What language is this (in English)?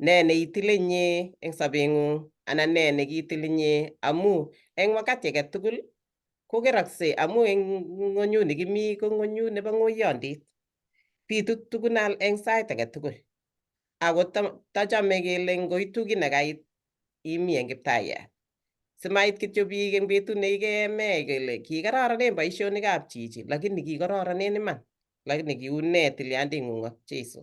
Kalenjin